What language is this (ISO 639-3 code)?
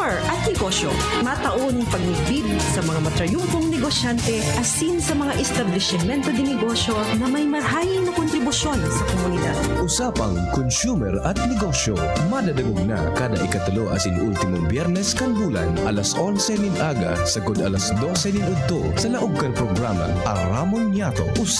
bik